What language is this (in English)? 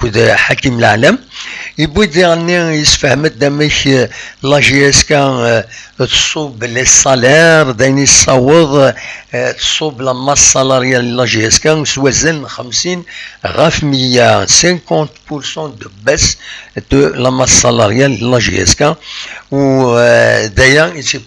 Kabyle